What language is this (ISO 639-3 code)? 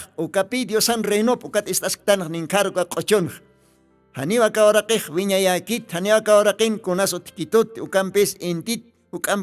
aym